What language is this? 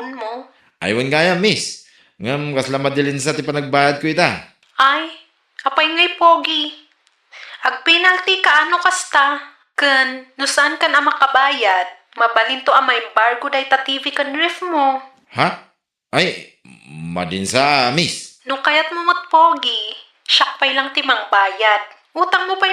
Iloko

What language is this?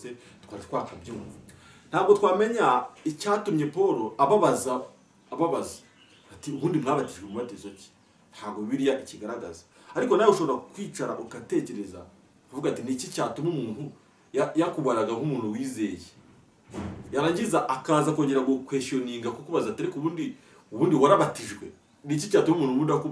Kinyarwanda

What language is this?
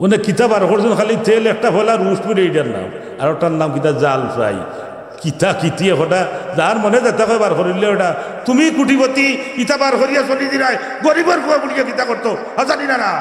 Sylheti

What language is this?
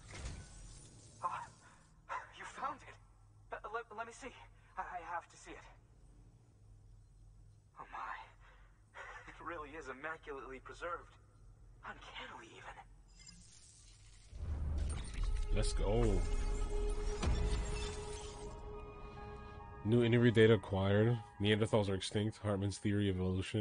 English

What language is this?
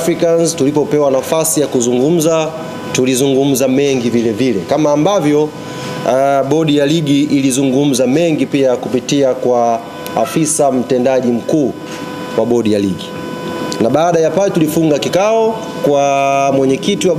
Swahili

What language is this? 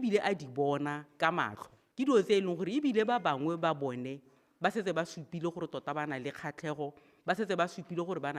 Tswana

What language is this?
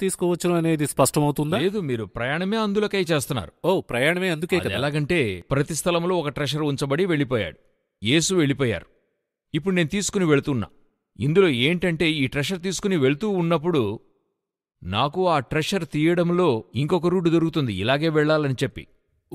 Telugu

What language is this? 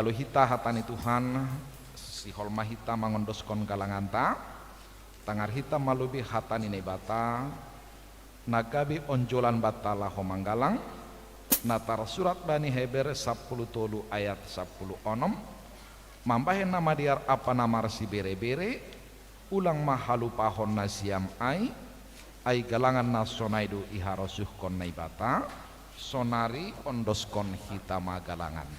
Batak Simalungun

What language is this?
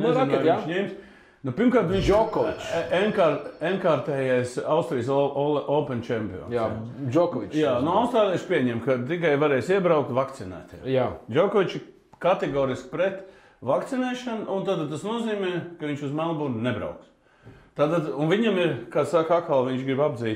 Latvian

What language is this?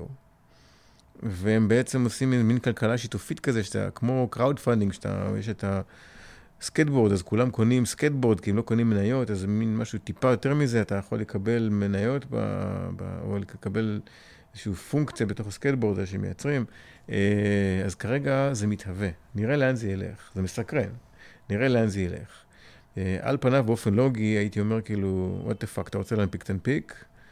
Hebrew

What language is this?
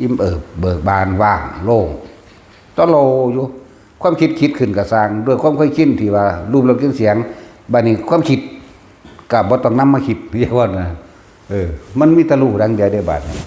Northeastern Thai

